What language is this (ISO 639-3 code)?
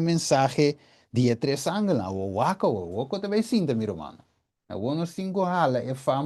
pap